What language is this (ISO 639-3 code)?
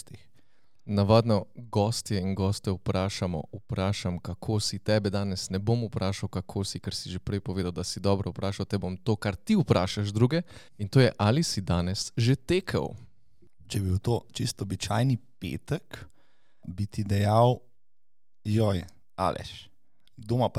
slv